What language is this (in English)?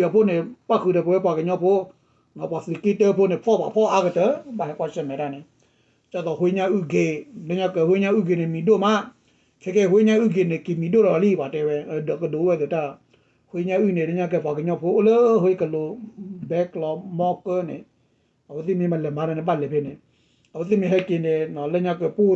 S'gaw Karen